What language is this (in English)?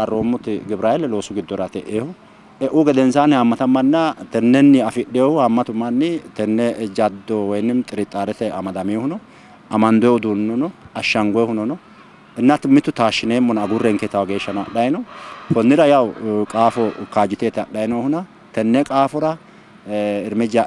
Sidamo